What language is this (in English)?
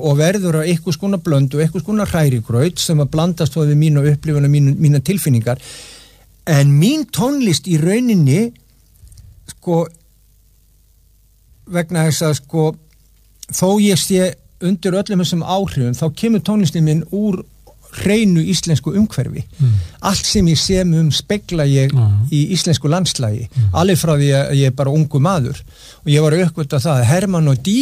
Icelandic